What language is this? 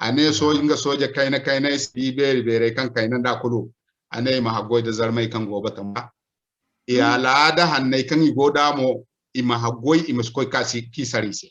Zarma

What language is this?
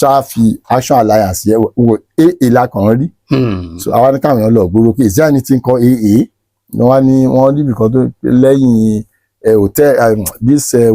Yoruba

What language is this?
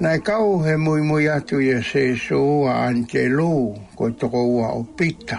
Tongan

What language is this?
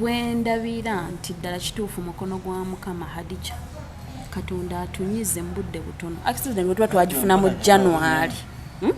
Ganda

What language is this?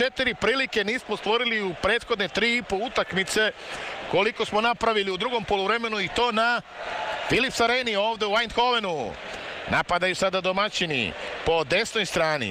Serbian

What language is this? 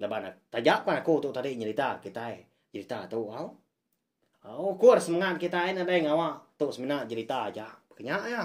Iban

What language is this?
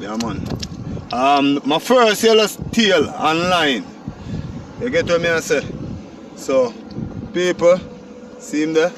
Jamaican Creole English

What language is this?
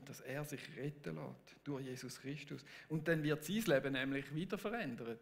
Swiss German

